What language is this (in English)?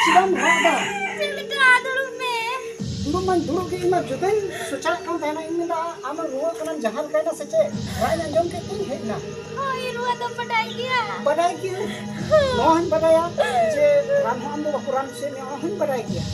Santali